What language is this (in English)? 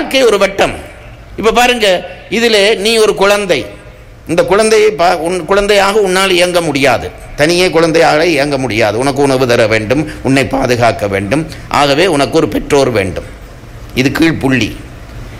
Tamil